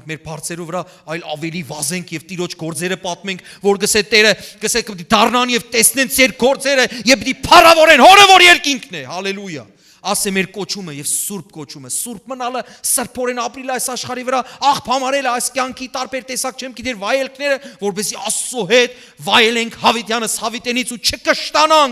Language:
Western Armenian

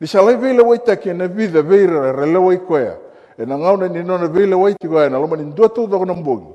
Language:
Fijian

